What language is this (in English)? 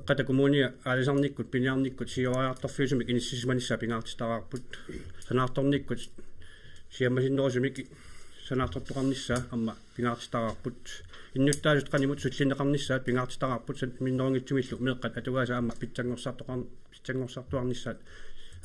Kalaallisut